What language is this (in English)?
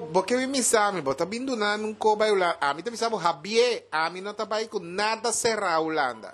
Papiamento